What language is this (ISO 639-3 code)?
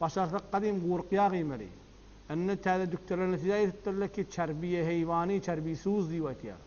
tuk